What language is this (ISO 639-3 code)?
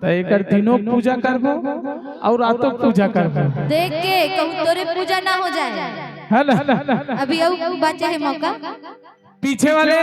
hne